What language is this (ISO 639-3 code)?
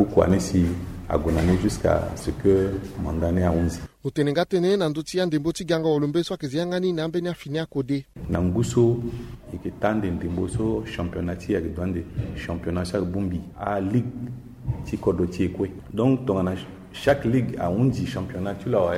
sag